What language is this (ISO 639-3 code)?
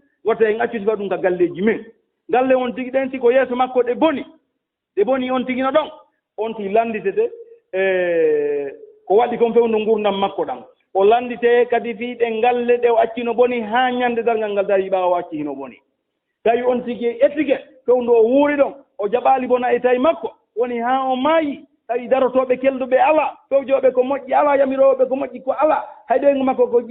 ful